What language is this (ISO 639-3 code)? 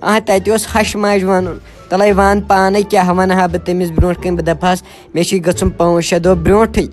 kas